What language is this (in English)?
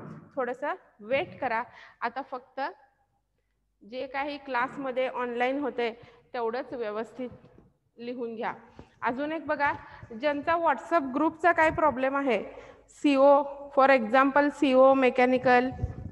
Marathi